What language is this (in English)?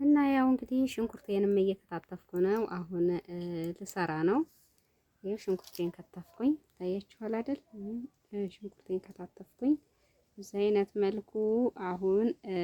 Amharic